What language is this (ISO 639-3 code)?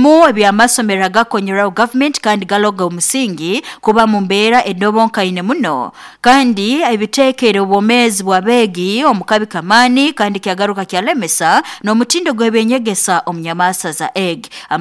nyo